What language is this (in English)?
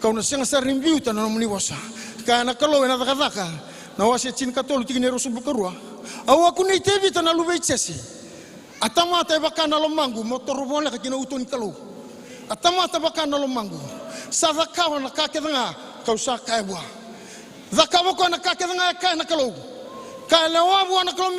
Fijian